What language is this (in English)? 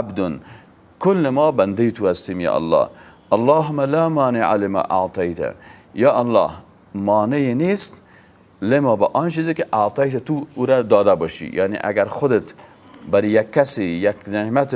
Persian